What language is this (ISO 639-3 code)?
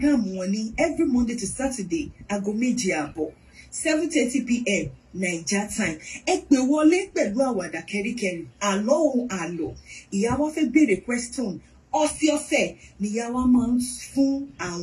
yor